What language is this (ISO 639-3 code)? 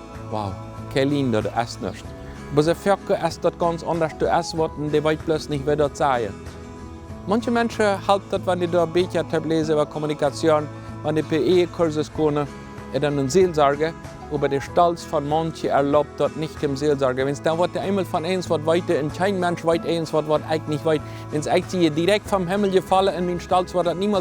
pdt